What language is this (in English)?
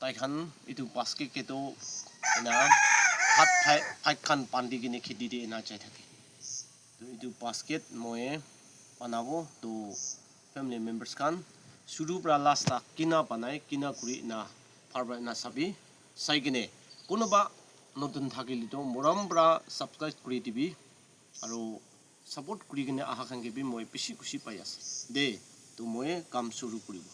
Naga Pidgin